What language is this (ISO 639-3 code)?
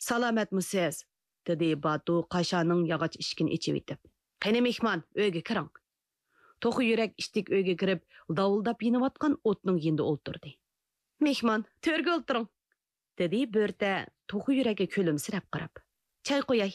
uig